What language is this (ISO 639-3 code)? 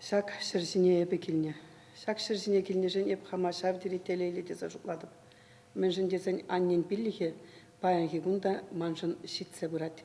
chv